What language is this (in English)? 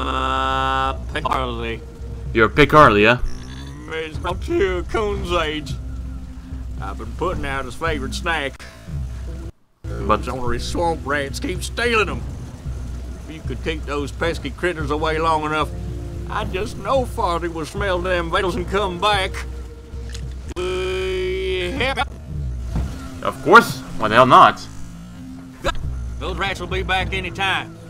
English